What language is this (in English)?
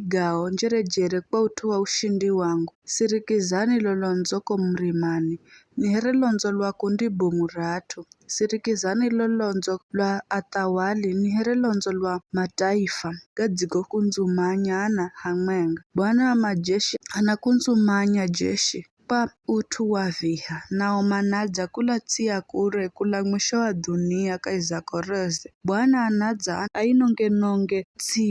Giryama